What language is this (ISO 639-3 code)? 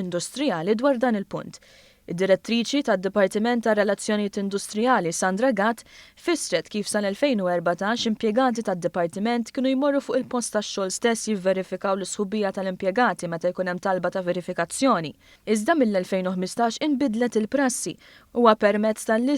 mlt